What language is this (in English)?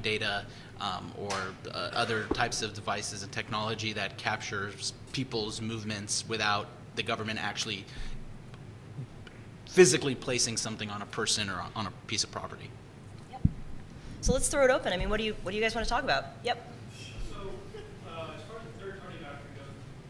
English